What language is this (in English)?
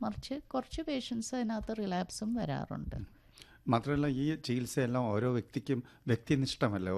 Malayalam